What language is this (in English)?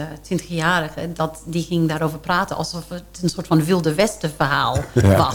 Dutch